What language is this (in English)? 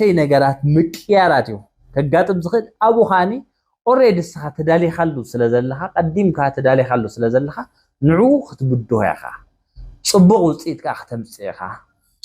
Tigrinya